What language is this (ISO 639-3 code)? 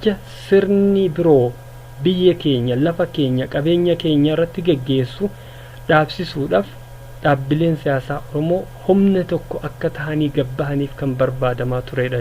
orm